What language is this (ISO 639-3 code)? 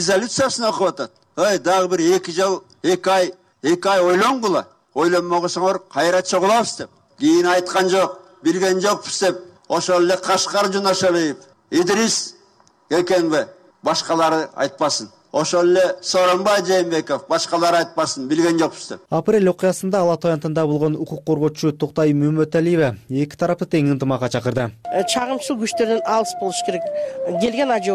kir